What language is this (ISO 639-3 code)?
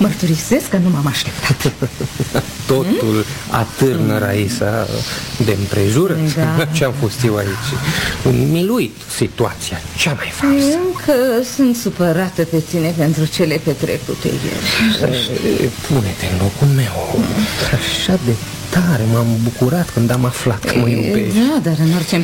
ron